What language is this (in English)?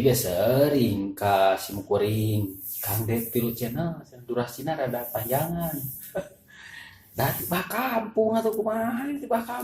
Sundanese